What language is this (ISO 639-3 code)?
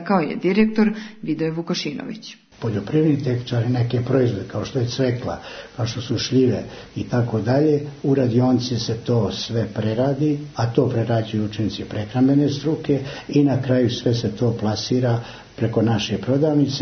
srp